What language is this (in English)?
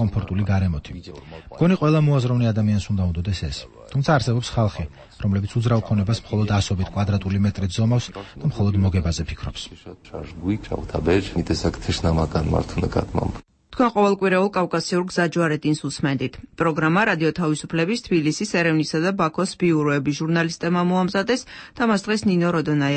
Georgian